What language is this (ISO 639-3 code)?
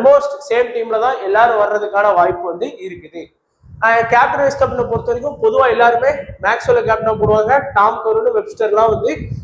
tam